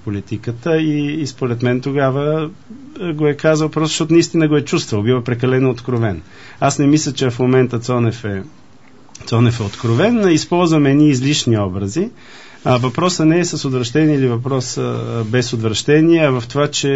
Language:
Bulgarian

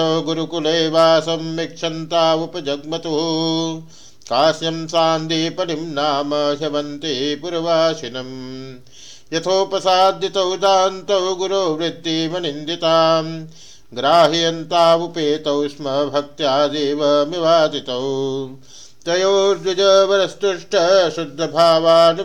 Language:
Sanskrit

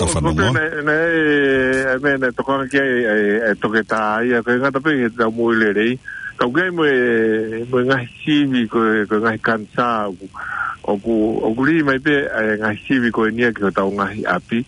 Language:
Tongan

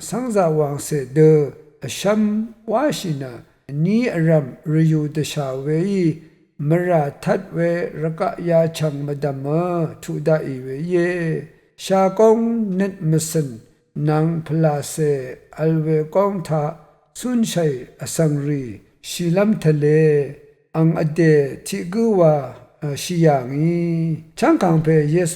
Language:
Rawang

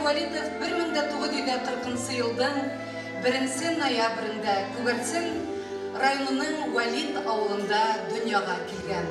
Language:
Bashkir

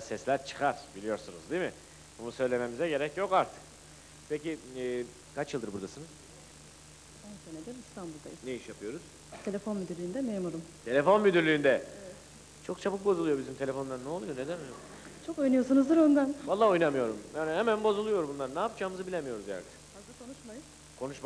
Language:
Turkish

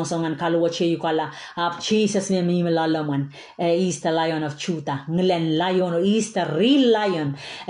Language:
Pohnpeian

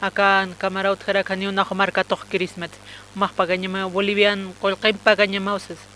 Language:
Aymara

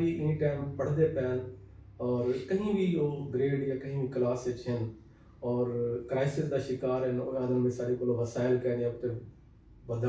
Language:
Saraiki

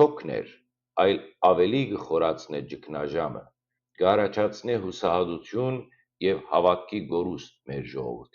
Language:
Western Armenian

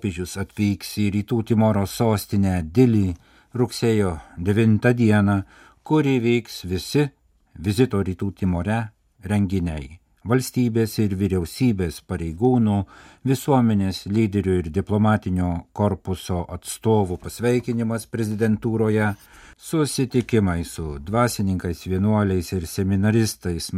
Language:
Lithuanian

